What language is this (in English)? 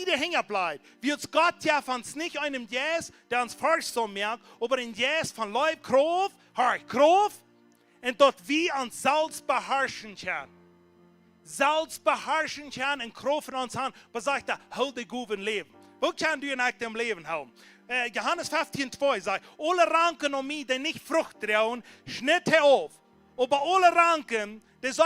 Plautdietsch